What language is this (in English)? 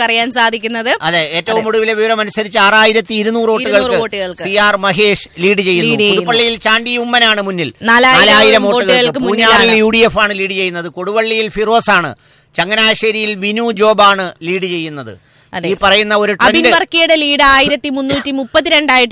Malayalam